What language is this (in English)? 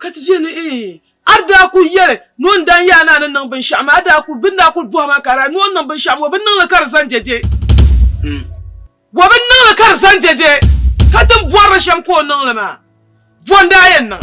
Dagbani